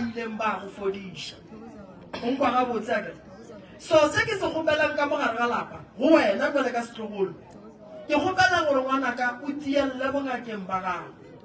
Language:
Northern Sotho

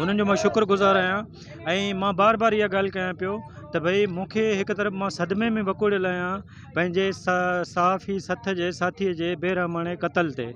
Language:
Sindhi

